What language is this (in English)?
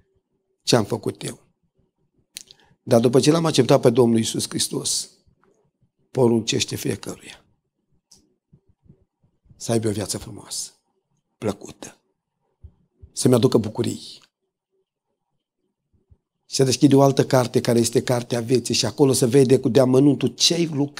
Romanian